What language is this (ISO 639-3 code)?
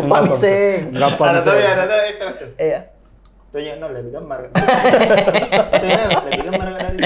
mfp